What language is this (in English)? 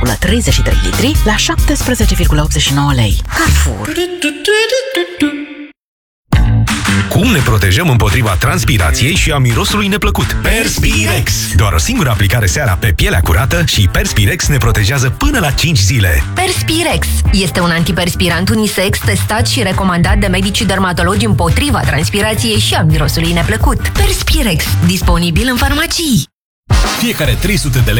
Romanian